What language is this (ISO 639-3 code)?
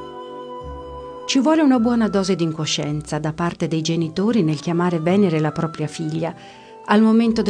ita